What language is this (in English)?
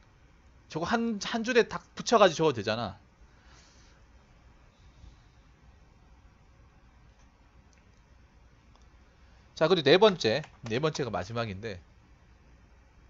Korean